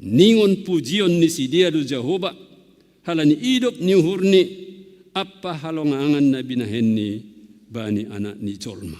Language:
Batak Simalungun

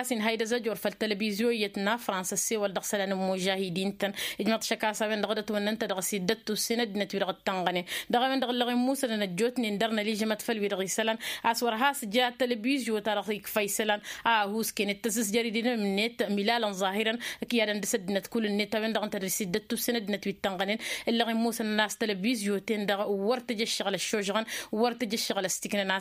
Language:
Tamasheq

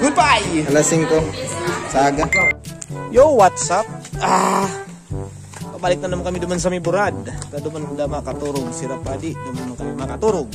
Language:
Bikol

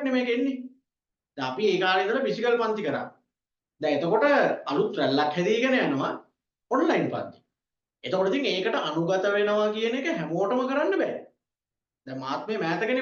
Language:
Sinhala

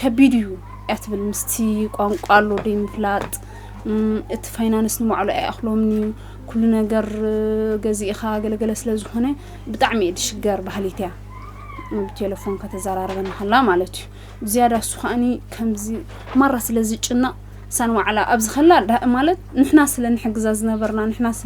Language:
Tigrinya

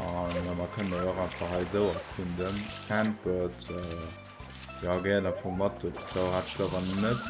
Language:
Luxembourgish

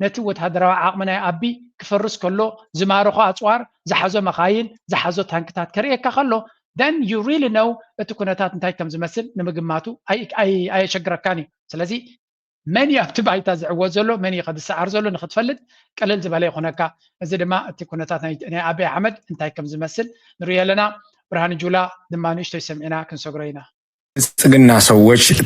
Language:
Tigrinya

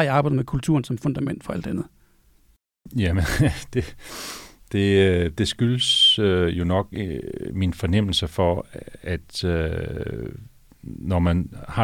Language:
Danish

